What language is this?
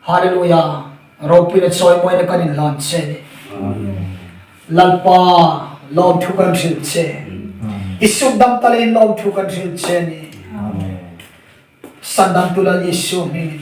Hmar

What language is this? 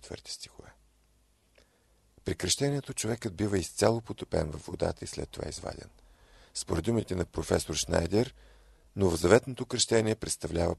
Bulgarian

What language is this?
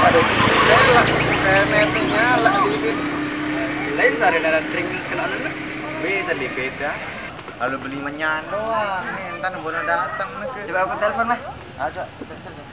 Sasak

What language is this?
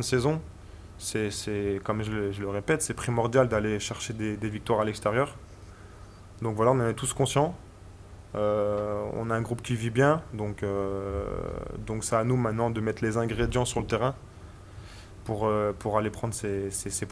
French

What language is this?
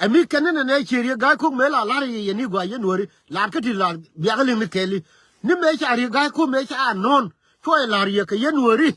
Nuer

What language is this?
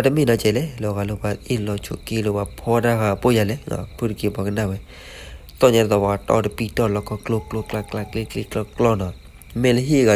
S'gaw Karen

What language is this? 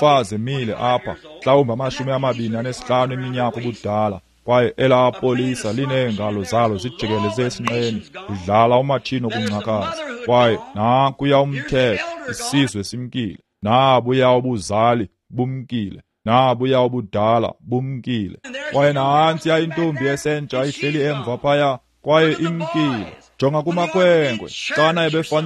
Xhosa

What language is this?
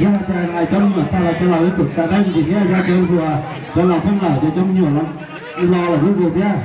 Hmong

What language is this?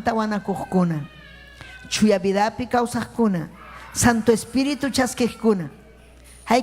Ayacucho Quechua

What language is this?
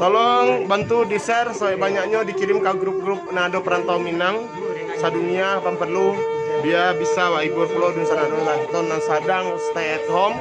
Minangkabau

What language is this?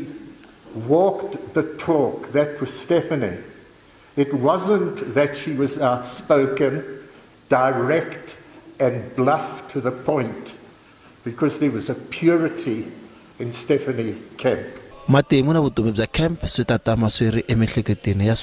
Tsonga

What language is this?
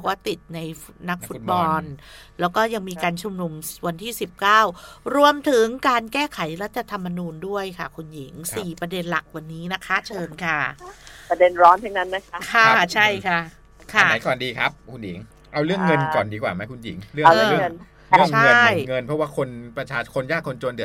Thai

